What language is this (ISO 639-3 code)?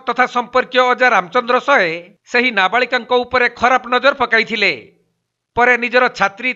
ori